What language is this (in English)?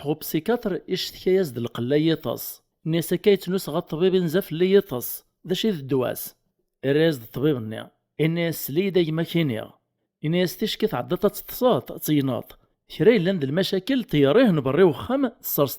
Kabyle